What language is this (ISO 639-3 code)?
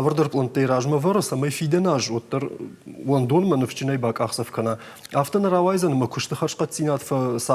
oss